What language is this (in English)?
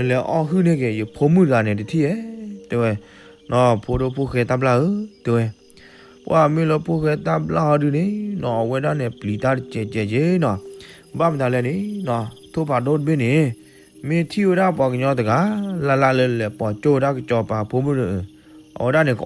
S'gaw Karen